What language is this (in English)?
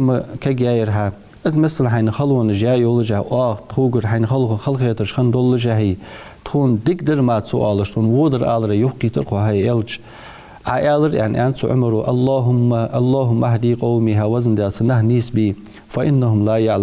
Ingush